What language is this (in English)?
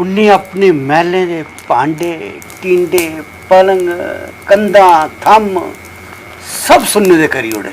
Dogri